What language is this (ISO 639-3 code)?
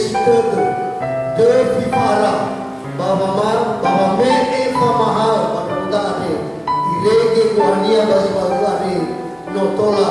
nia